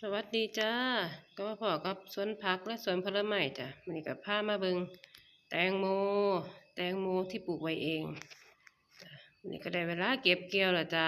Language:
Northeastern Thai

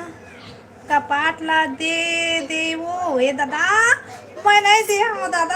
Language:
Chhattisgarhi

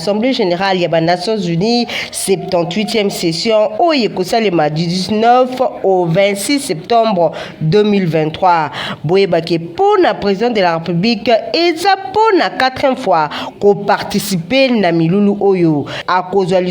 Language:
Lingala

